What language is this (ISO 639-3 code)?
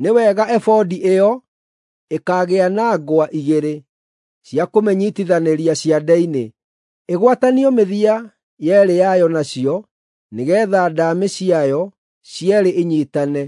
kik